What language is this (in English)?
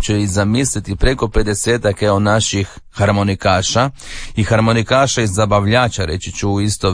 Croatian